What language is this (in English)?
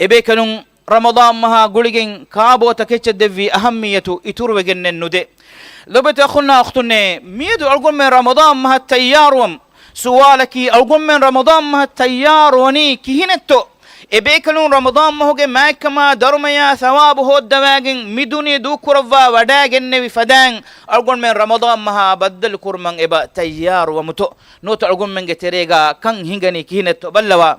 Divehi